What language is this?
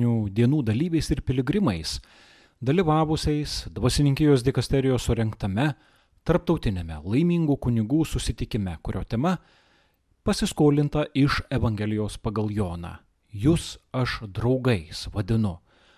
Lithuanian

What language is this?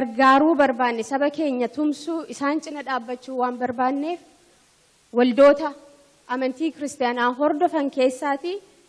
Oromo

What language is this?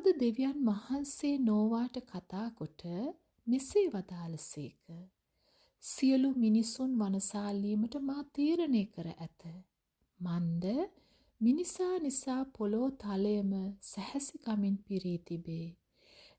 Sinhala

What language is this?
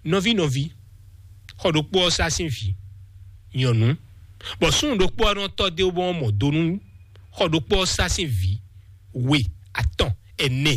Fon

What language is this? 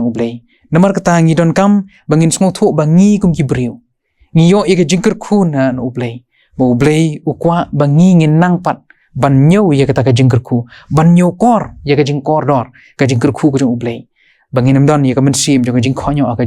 Khasi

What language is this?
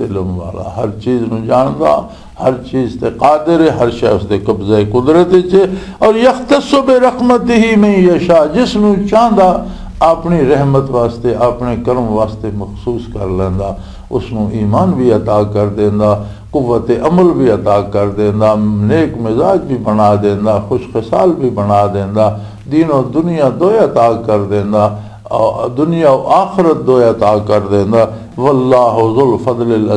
Western Panjabi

